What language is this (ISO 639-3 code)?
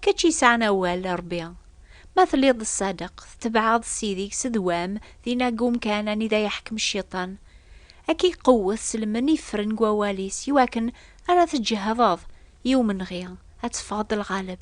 kab